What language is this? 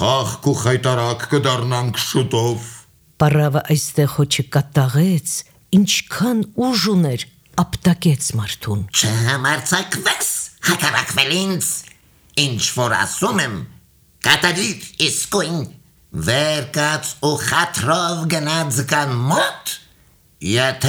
Armenian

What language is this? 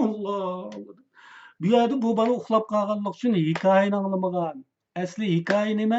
Uyghur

